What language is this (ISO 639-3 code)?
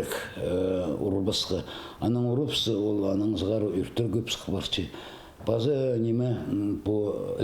kjh